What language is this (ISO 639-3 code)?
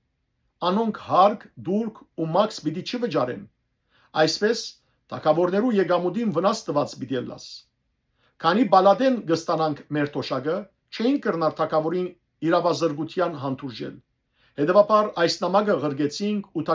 hyw